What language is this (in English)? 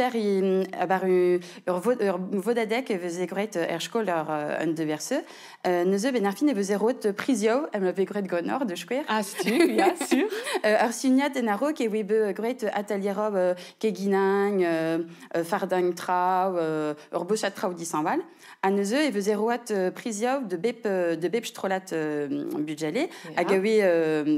Breton